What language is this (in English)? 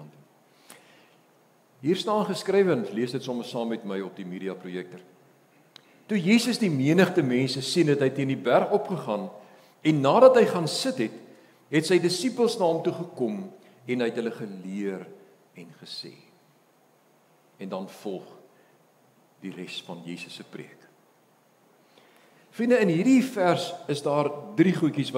Afrikaans